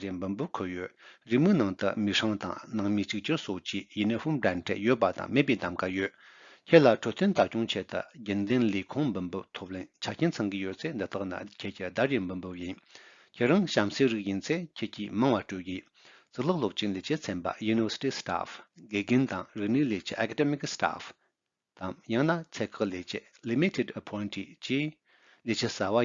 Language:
Tibetan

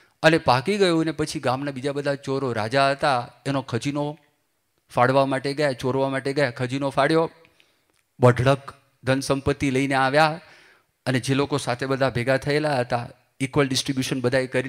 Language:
Gujarati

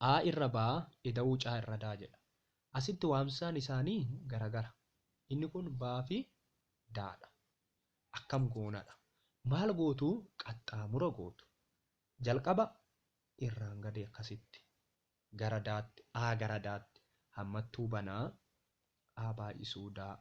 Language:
Oromo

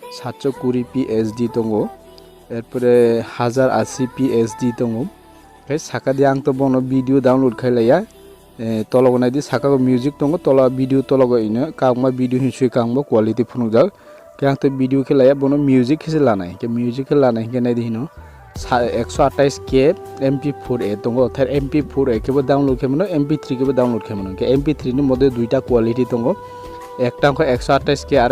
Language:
Kok Borok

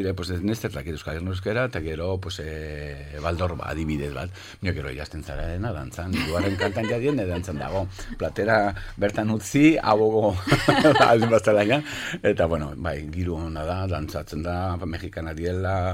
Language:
Basque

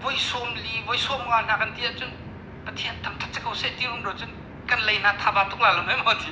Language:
Hakha Chin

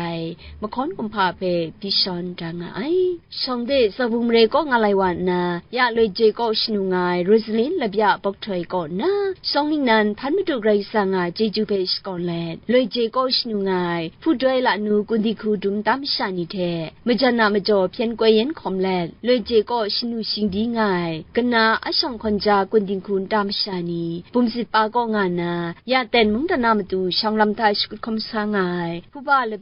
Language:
Kachin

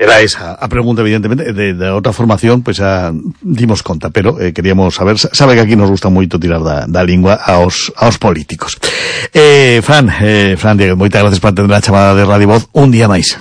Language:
Galician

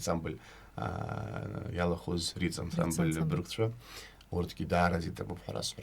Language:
Abkhazian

